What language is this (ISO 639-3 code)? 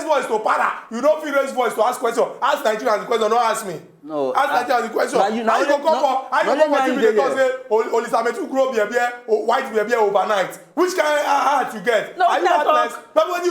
pcm